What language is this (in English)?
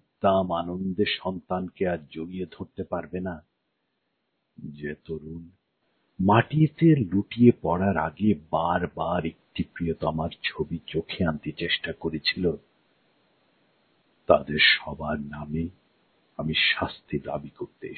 Bangla